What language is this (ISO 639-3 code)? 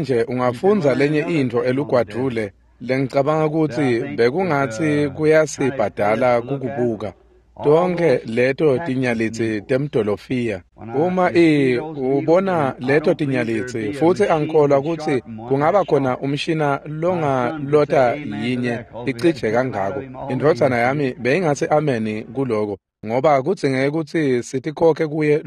ssw